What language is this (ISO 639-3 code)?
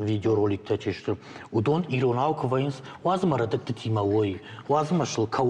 oss